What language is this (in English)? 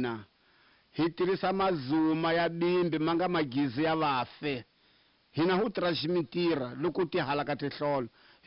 Tsonga